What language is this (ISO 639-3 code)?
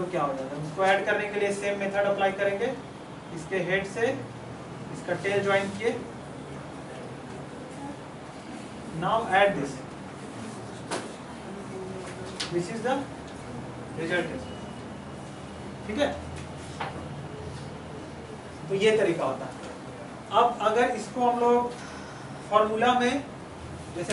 hin